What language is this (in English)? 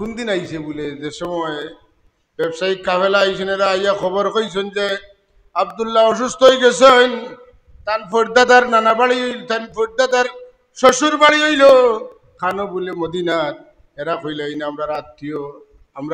Sylheti